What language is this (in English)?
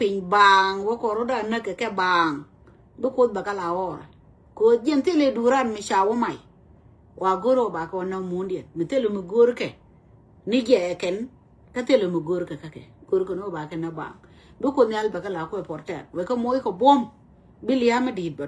Nuer